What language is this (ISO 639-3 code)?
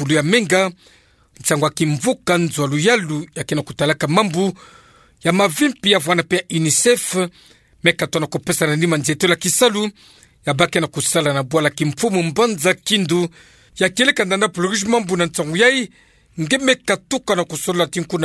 ktu